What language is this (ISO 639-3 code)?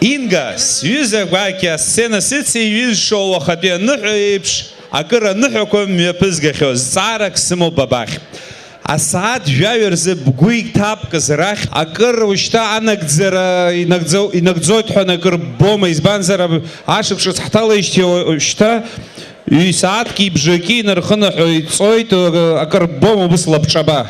abk